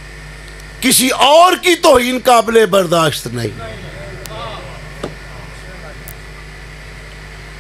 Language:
Urdu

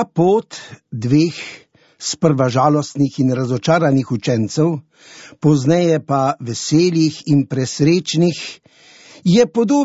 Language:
Slovenian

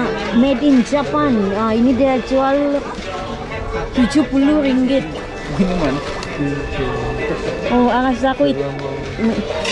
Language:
Malay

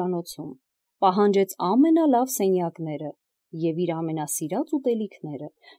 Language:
Armenian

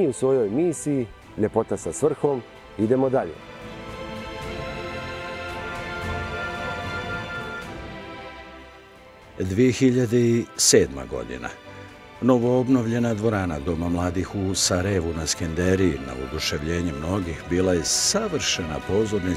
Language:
Bosnian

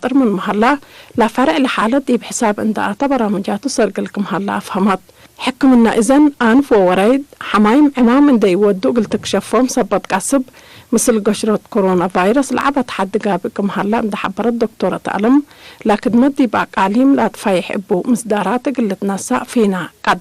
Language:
Tigre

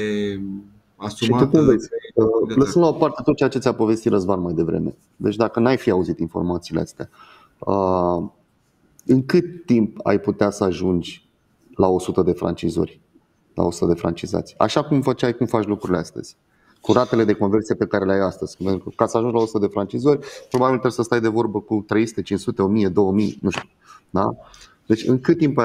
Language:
Romanian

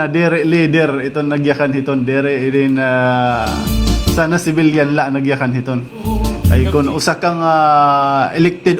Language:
Waray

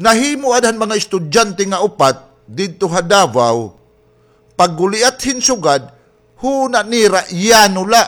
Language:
Waray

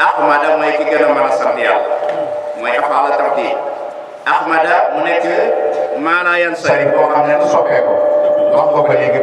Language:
Wolof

